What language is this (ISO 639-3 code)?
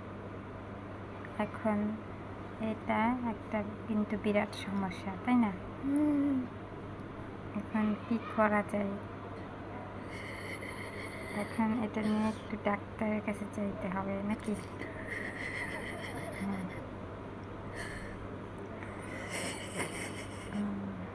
ben